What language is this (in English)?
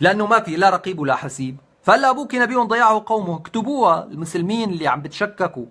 North Levantine Arabic